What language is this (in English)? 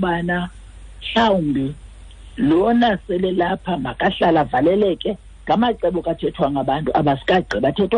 Xhosa